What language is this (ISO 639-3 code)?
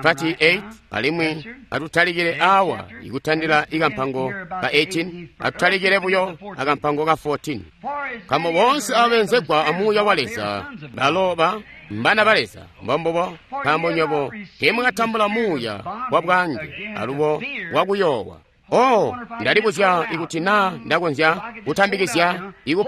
toi